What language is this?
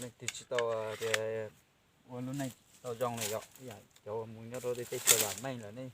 Hmong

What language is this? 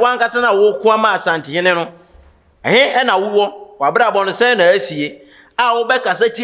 Akan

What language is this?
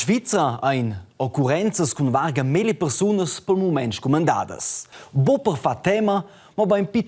Romansh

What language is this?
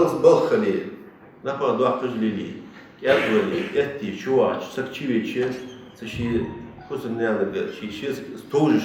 Ingush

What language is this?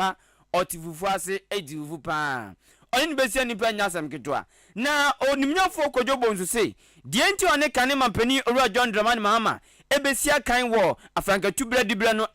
Akan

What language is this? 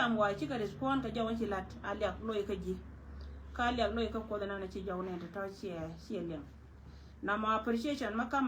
Nuer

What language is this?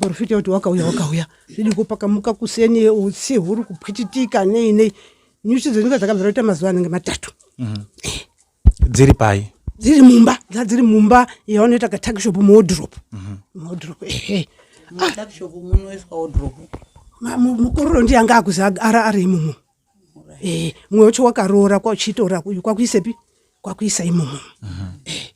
Shona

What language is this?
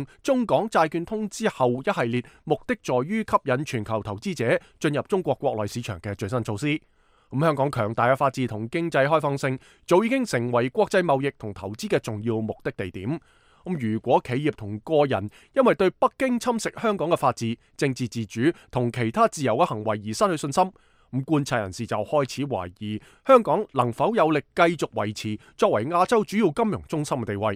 Cantonese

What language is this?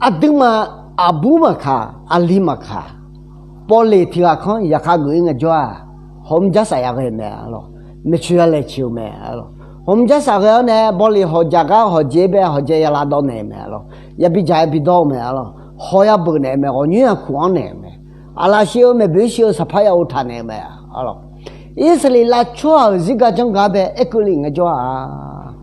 Akha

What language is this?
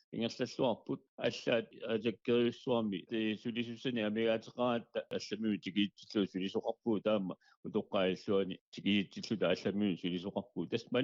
Kalaallisut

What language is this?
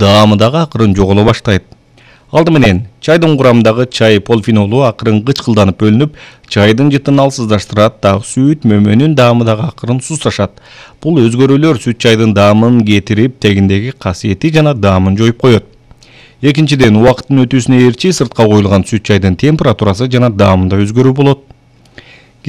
Kyrgyz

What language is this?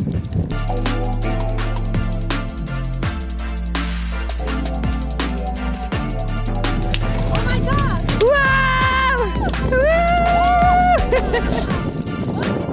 Dutch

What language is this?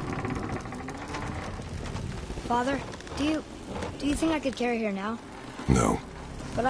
English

